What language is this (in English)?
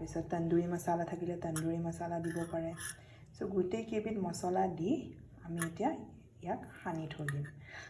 Assamese